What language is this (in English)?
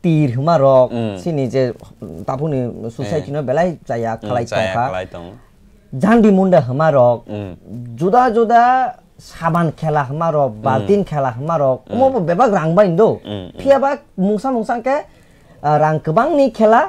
Kok Borok